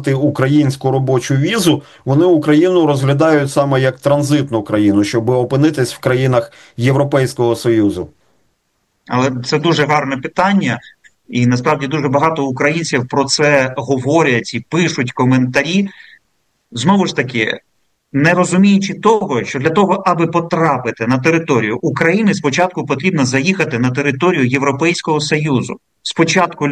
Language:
Ukrainian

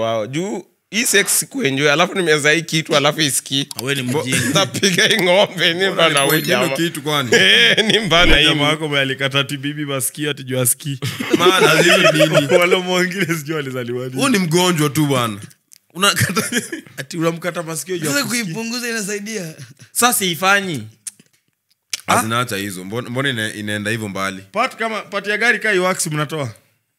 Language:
Swahili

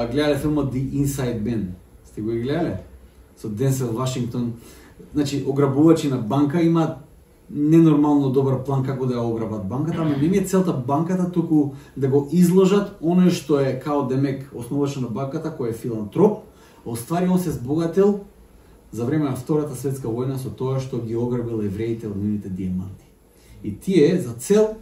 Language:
Macedonian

